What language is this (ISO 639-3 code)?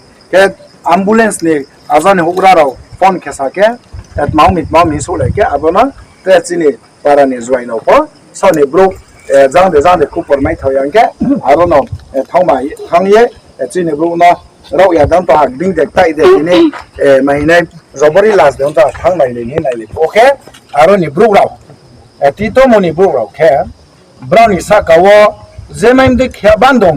ria